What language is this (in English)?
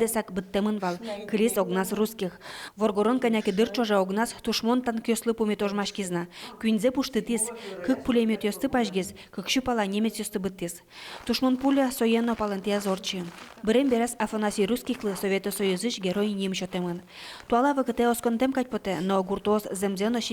Udmurt